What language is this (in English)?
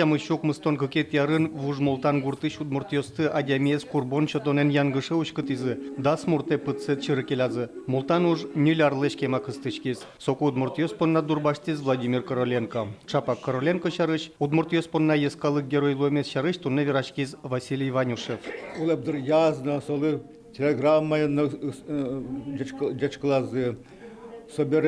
Udmurt